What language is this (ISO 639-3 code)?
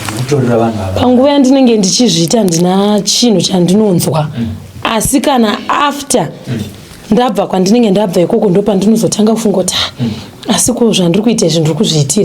sna